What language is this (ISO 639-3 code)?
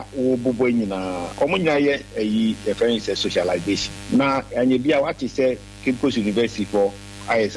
aka